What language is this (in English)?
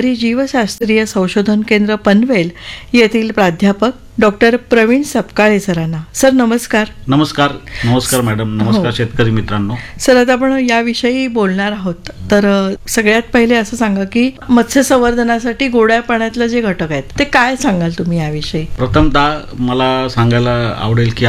Marathi